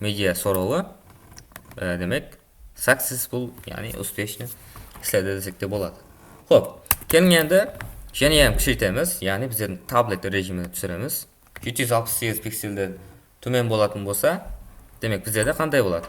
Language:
Kara-Kalpak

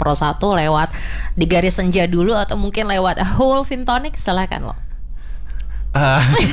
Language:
Indonesian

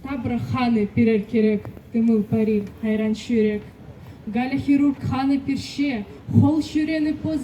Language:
Khakas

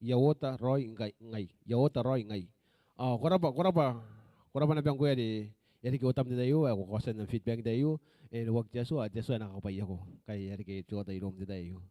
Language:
Gilbertese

